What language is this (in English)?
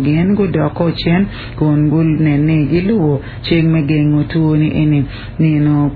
Acoli